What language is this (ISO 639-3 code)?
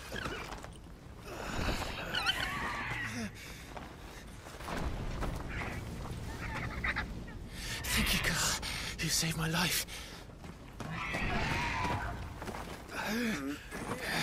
eng